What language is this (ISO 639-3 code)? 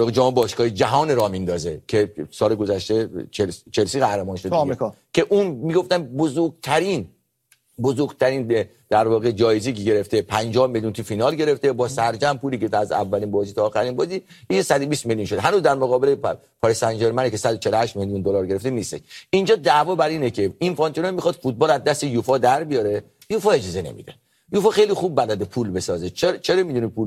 fas